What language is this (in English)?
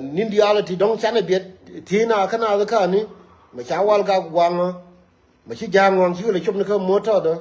Nuer